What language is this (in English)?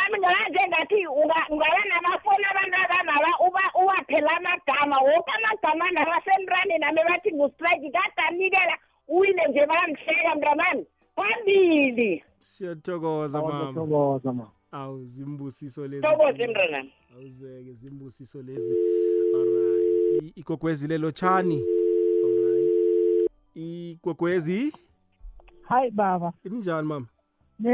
South Ndebele